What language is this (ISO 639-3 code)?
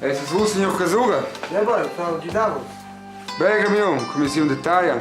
roh